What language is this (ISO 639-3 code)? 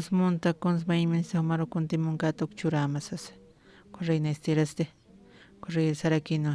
aym